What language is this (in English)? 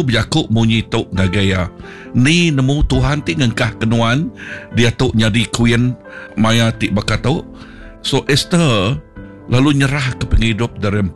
Iban